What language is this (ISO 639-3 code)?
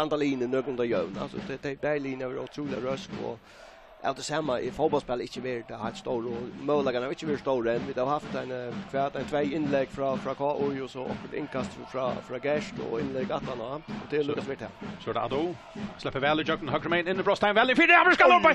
fao